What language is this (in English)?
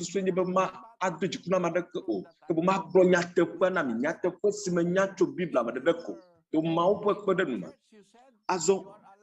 Ewe